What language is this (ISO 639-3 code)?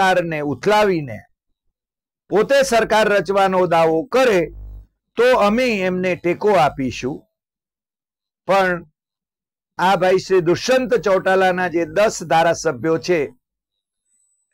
guj